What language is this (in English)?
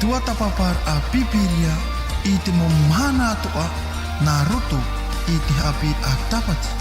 Tahitian